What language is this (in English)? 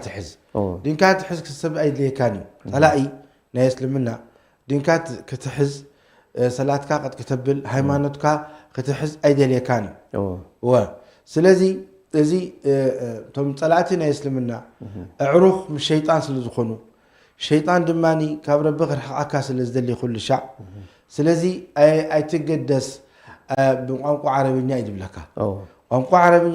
Tigrinya